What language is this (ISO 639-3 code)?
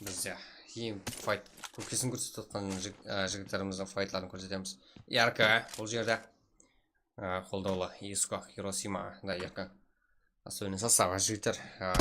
kaa